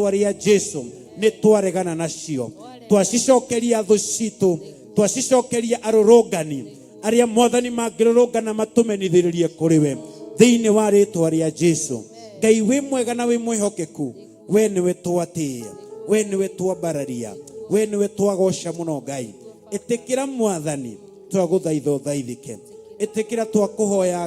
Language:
Kikuyu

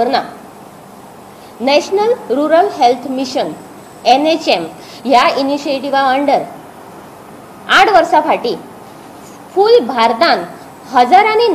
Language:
Konkani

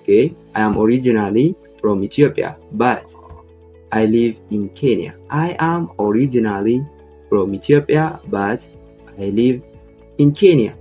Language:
Oromo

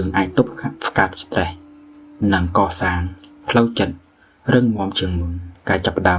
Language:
Khmer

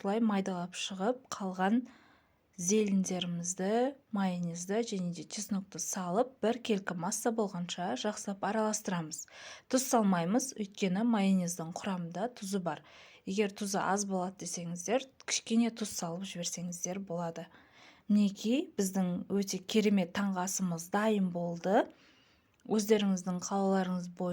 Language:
Kazakh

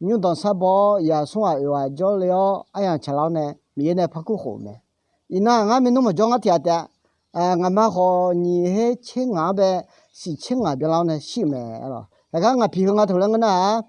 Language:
Akha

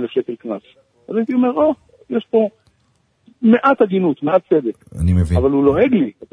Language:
Hebrew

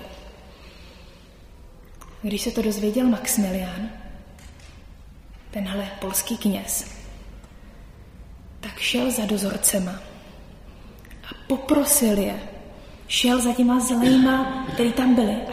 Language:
Czech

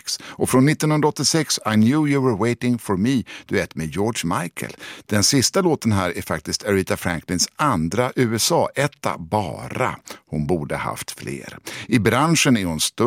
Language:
Swedish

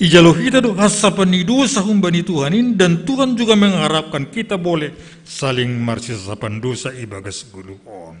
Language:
Batak Simalungun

